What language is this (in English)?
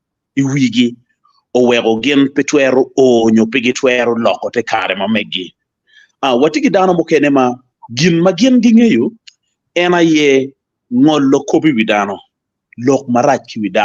Acoli